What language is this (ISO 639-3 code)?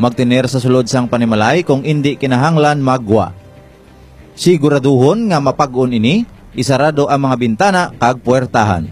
hil